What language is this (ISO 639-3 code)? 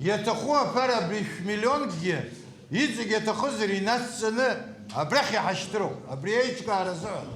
abk